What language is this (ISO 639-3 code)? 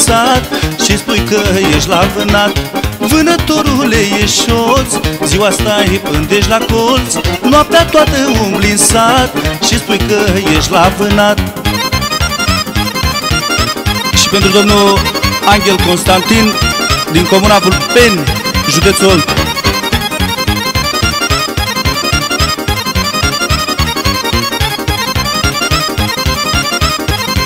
ron